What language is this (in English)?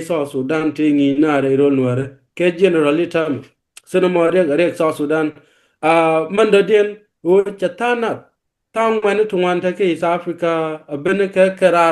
Nuer